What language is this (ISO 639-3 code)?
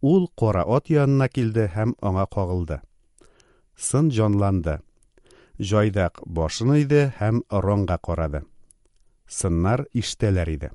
tat